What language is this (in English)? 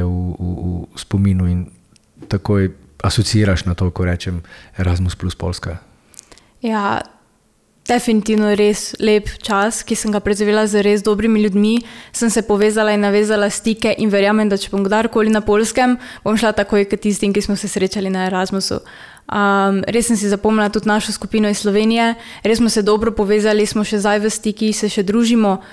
Slovenian